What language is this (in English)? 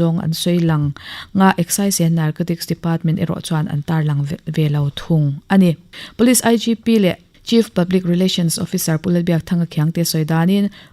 Mizo